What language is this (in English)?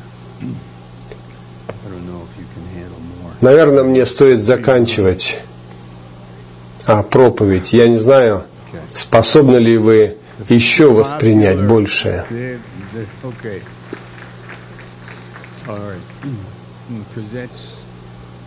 Russian